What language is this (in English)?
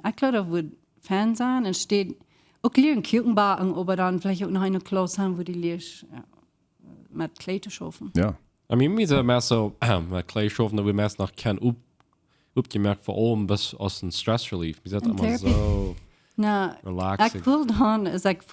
Plautdietsch